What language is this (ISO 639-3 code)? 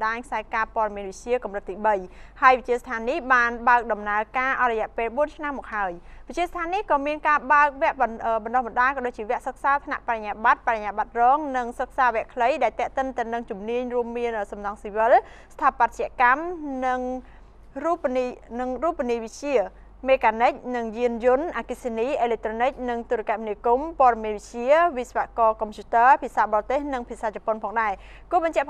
khm